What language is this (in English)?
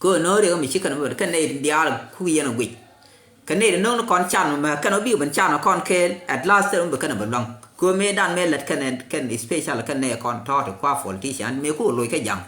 Nuer